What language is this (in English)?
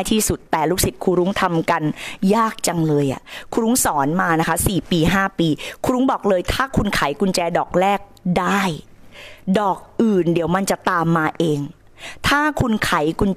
Thai